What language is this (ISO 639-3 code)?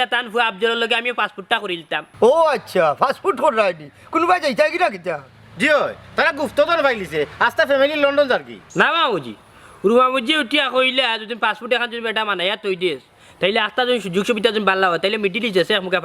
syl